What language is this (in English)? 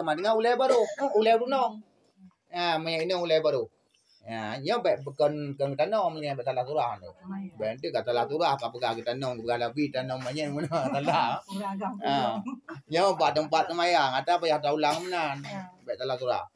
Achinese